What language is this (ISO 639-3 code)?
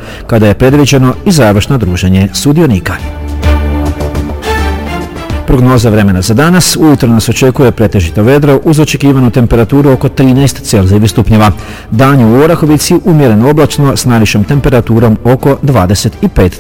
hrv